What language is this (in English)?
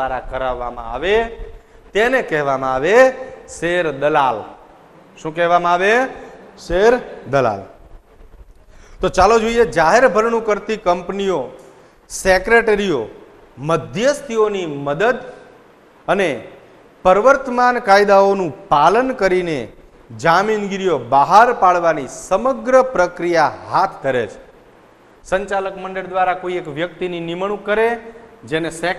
Gujarati